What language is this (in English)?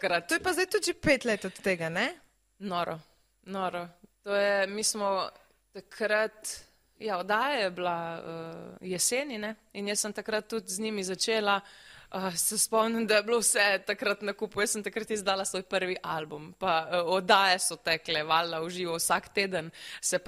Slovenian